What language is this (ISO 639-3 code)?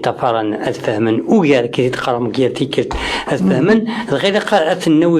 kab